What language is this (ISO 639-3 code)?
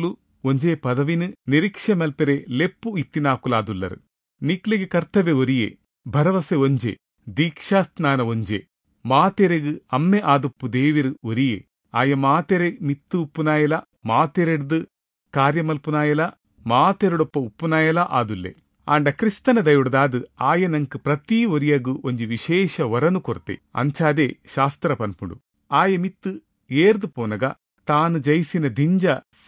tcy